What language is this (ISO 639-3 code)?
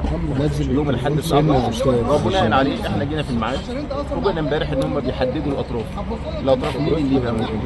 arz